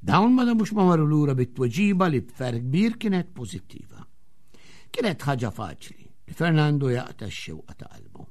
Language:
Maltese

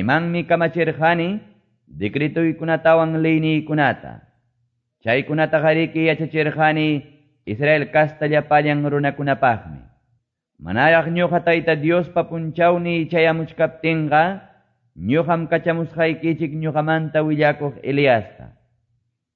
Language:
Quechua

